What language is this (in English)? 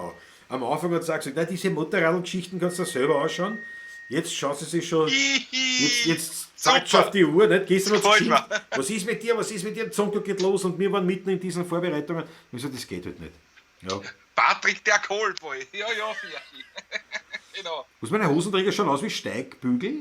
Bavarian